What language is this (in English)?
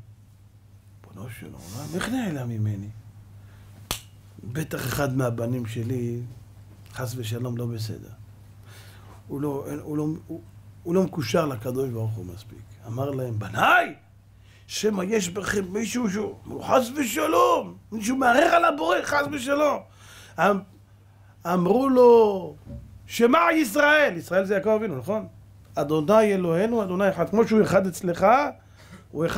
Hebrew